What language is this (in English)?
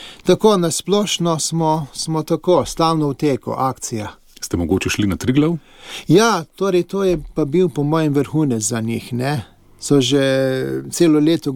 Slovenian